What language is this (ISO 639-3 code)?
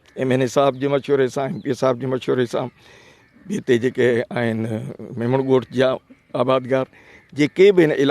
snd